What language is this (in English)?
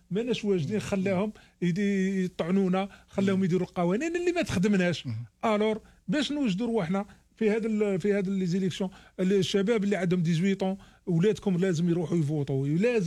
Algerian Arabic